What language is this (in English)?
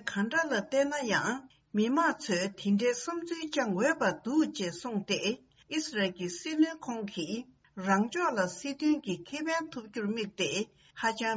Tibetan